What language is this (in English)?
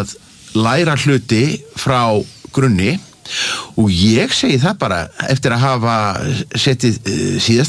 Icelandic